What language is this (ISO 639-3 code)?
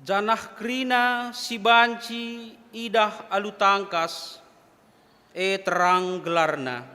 btx